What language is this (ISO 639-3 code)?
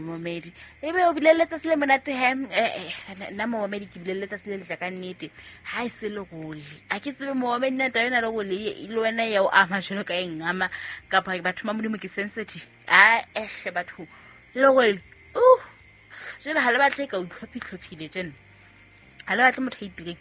sot